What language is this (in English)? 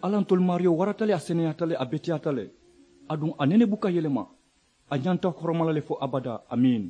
Mandingo